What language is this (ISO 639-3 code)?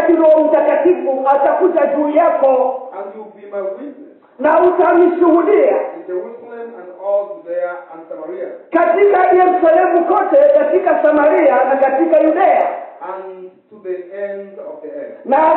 swa